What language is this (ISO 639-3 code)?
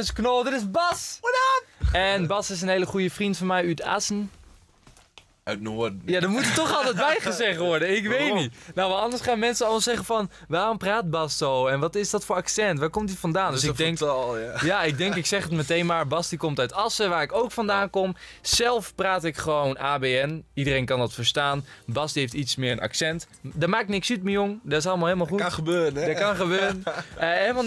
nld